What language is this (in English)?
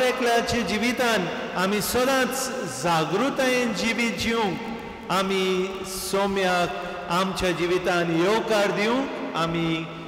Konkani